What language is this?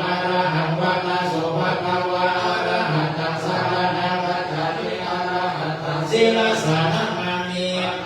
Pali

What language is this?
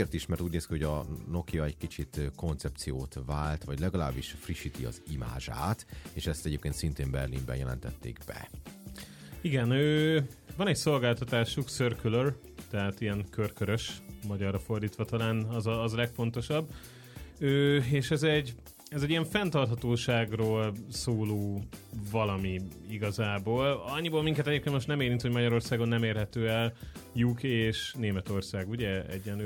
Hungarian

